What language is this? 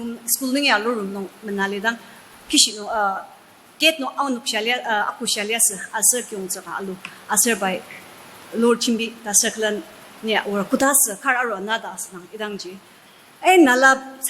Ao Naga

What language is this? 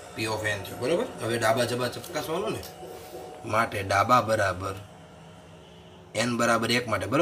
Gujarati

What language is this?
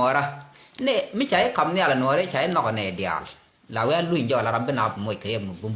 Nuer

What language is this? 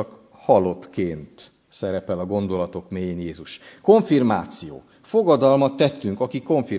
Hungarian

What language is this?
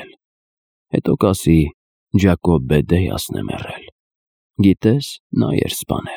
Armenian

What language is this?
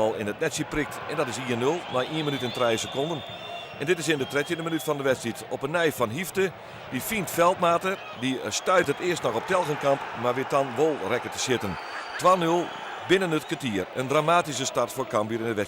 Western Frisian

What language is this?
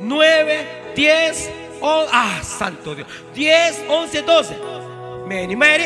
Kekchí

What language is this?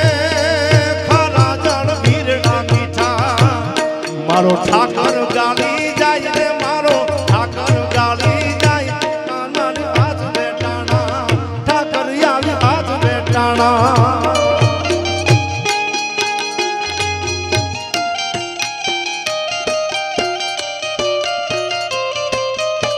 Gujarati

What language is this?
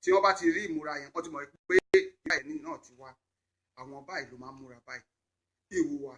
Yoruba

